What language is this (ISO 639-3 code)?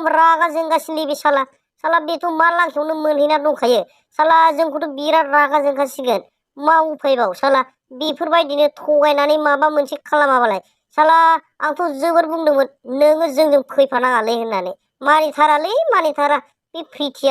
brx